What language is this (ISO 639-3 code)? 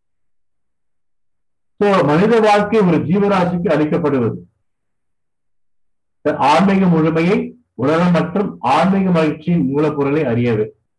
tam